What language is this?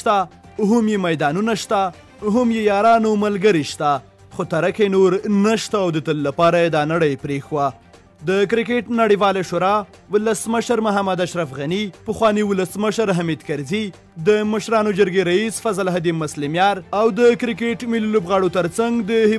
Pashto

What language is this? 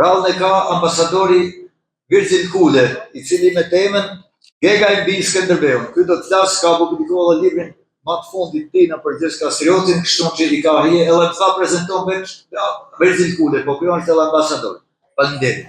Albanian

